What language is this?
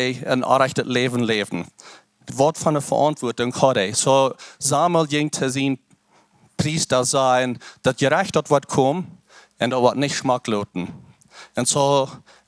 Plautdietsch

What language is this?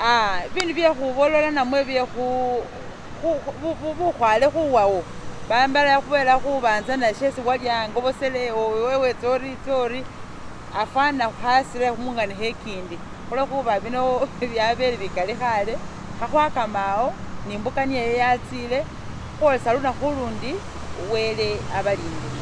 Masaaba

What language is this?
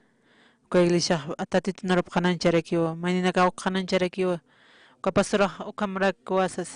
Aymara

